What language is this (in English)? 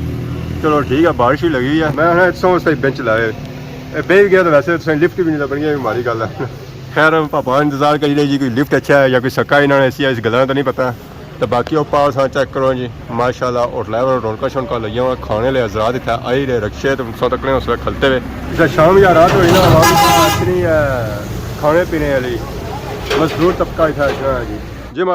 Pahari-Potwari